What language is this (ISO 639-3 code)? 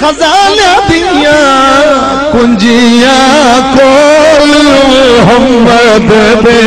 skr